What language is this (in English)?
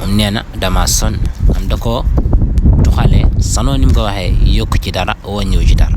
Wolof